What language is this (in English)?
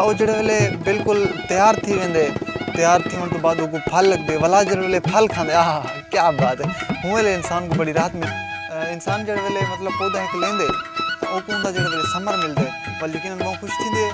Saraiki